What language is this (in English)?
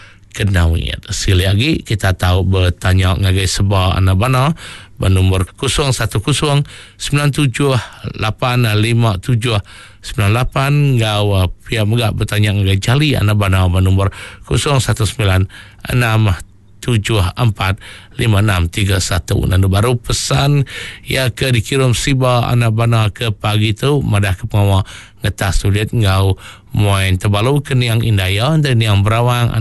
Iban